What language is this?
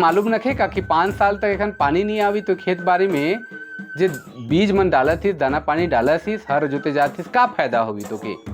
Sadri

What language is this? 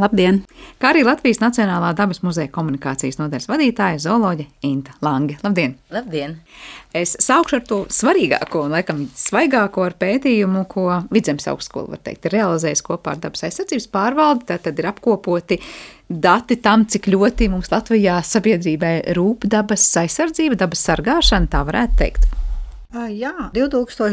Latvian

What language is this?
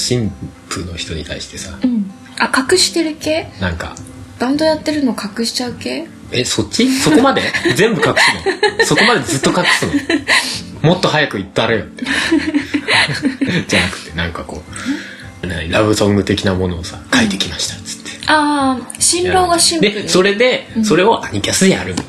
Japanese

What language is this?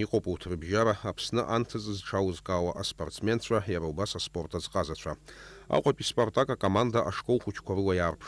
Abkhazian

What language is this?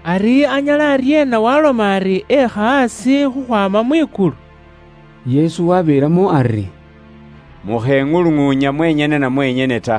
Luyia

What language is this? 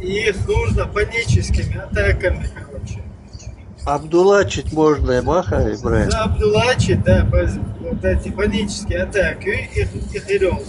Chechen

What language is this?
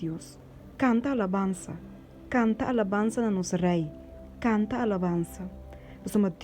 Papiamento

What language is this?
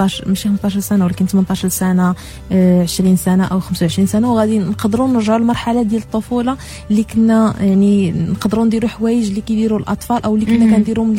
Moroccan Arabic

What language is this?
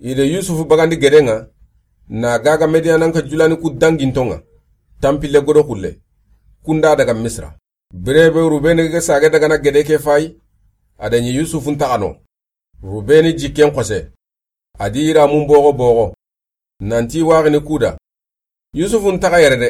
Soninke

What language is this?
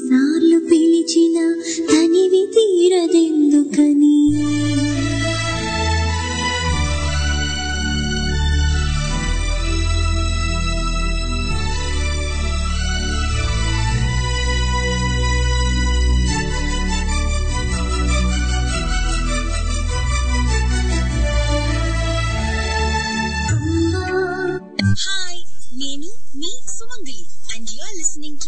Telugu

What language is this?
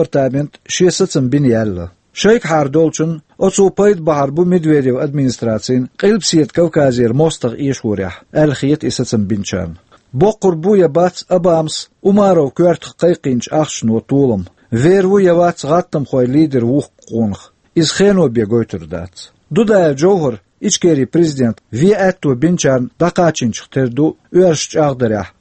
Chechen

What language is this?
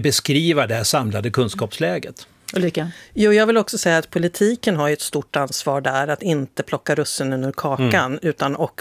Swedish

